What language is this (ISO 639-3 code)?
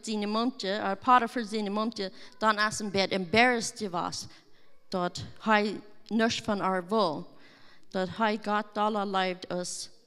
pdt